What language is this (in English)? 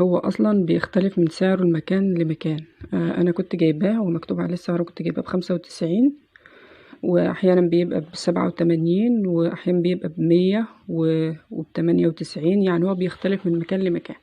Egyptian Arabic